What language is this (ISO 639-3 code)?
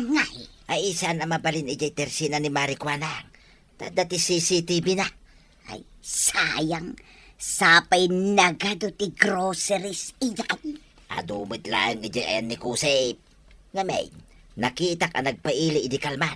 ilo